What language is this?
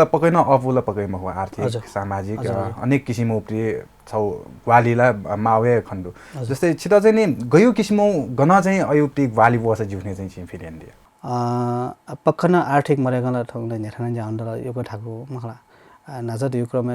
Newari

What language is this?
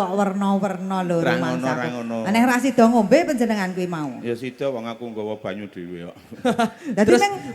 Javanese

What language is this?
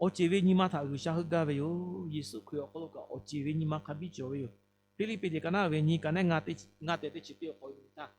Lahu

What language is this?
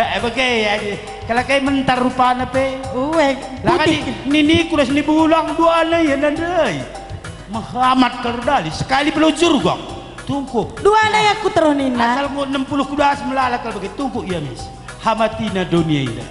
Batak Karo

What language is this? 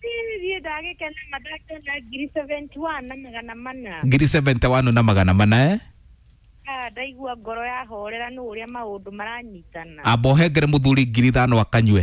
Kikuyu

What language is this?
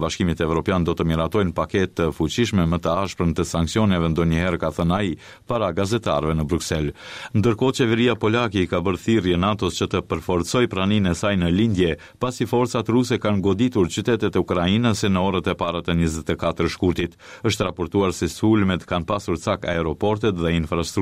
Albanian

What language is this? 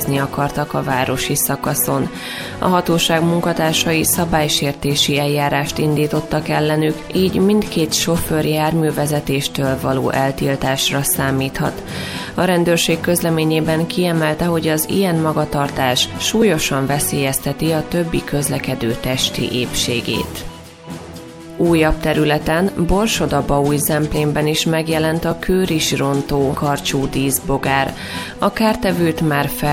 Hungarian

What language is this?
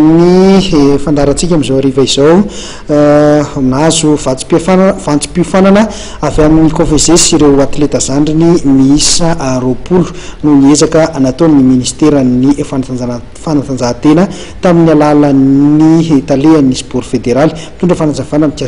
Malagasy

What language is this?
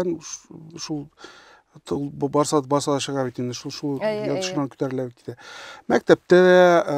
Tatar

